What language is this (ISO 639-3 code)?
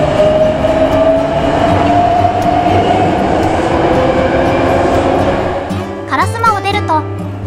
jpn